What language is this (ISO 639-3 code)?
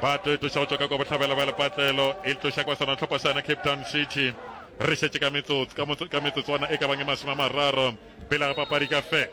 nso